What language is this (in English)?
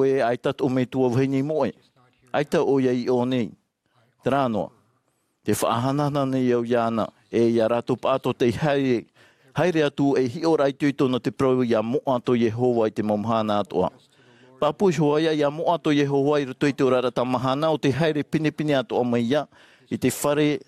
Tahitian